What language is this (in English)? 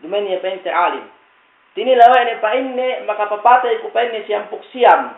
Yakan